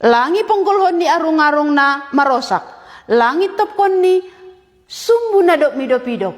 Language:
Batak Simalungun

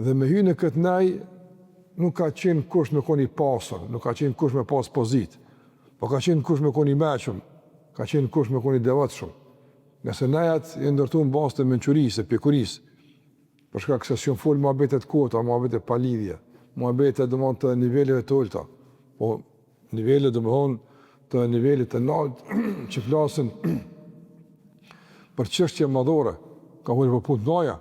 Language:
Albanian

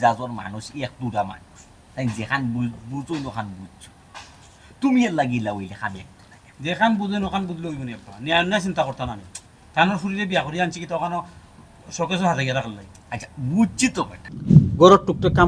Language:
Sylheti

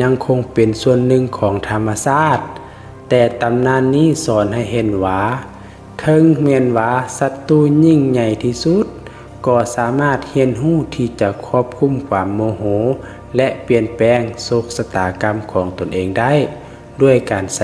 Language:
Lao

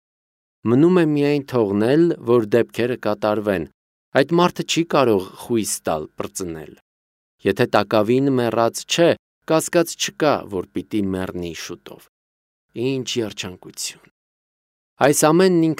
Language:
Armenian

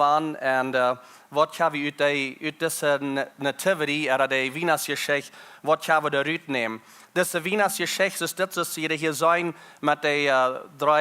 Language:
Plautdietsch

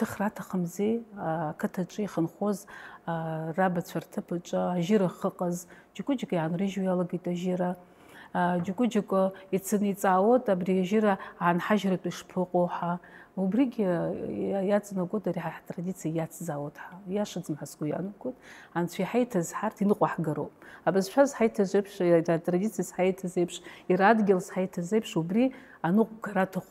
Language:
Abkhazian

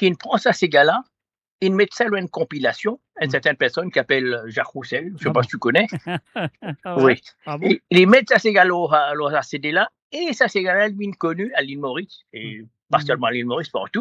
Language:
Morisyen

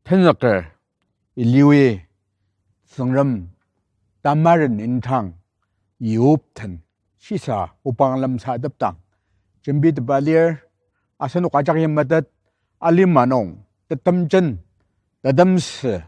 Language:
Ao Naga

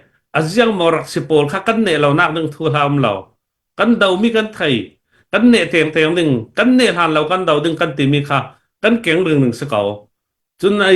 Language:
Hakha Chin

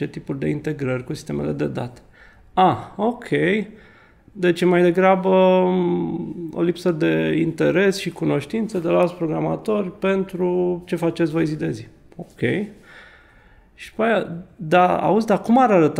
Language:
Romanian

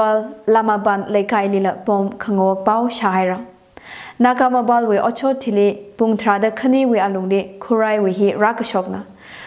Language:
Tangkhul Naga (India)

